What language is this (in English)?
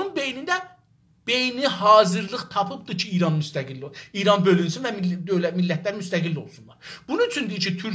South Azerbaijani